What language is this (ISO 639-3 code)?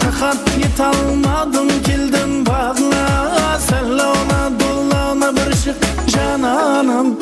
kaa